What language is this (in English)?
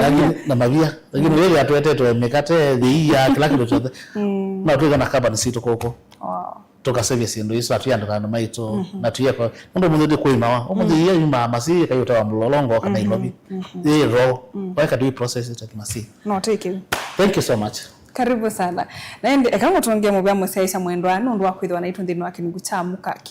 Kamba